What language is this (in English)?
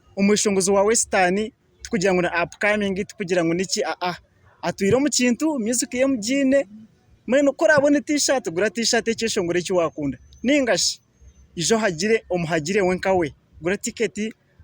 Nyankole